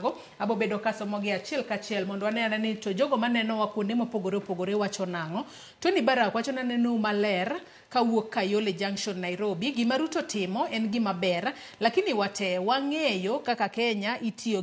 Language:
Luo (Kenya and Tanzania)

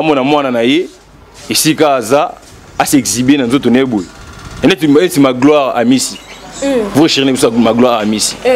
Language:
Lingala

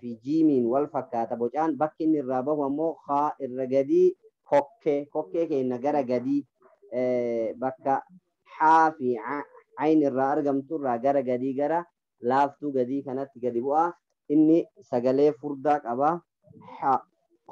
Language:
Oromo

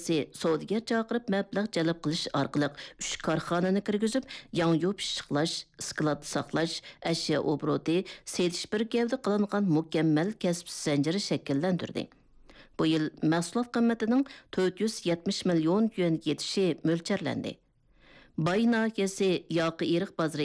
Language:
Uyghur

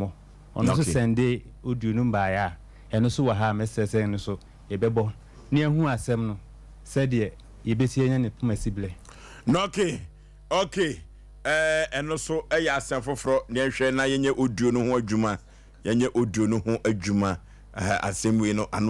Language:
Akan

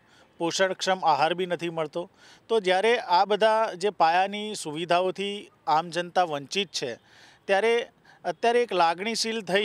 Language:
Gujarati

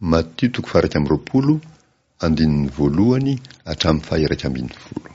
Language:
Malagasy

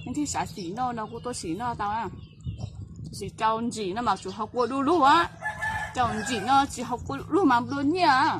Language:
Hmong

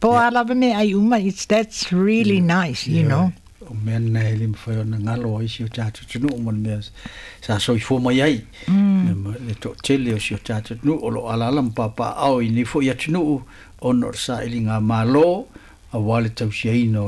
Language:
Samoan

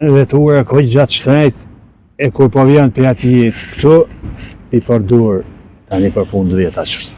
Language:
Albanian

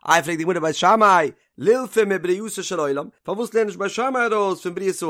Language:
Yiddish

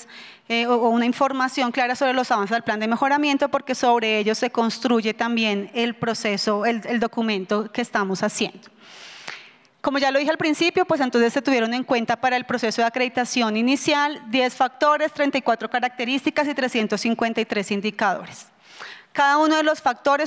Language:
Spanish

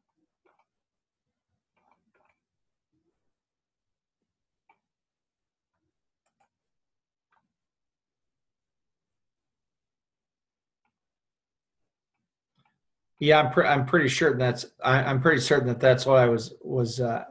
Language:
English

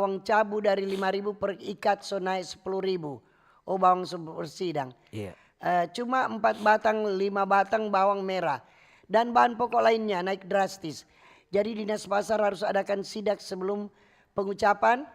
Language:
Manado Malay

